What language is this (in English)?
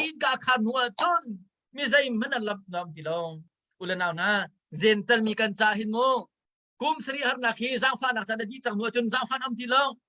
Hakha Chin